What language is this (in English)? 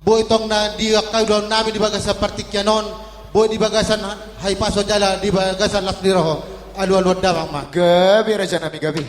Batak Toba